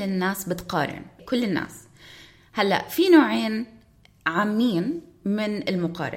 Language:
North Levantine Arabic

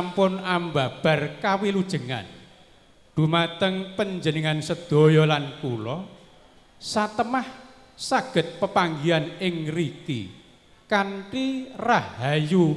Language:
Javanese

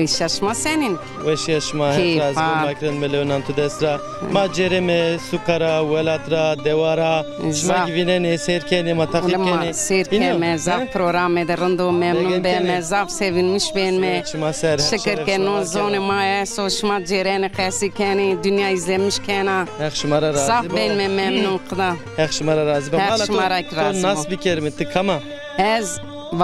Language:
Zaza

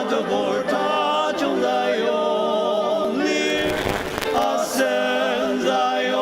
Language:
Ao Naga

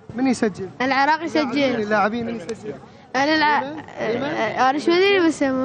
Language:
Mesopotamian Arabic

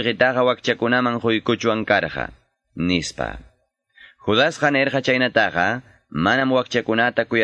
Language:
Quechua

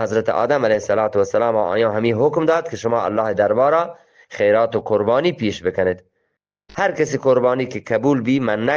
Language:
Eastern Balochi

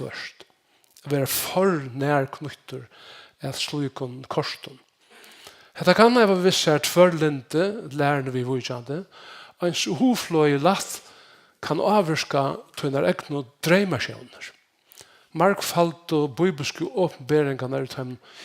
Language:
Faroese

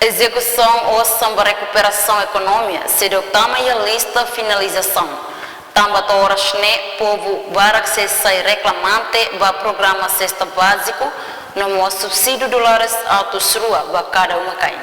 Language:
Tetum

